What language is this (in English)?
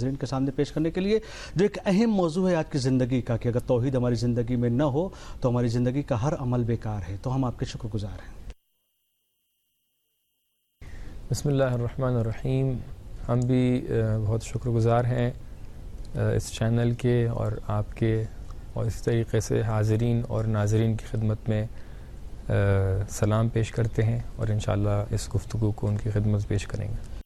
Urdu